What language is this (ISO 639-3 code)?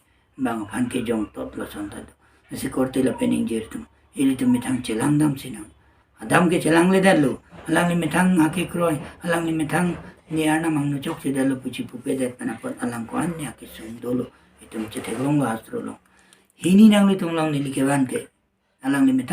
mjw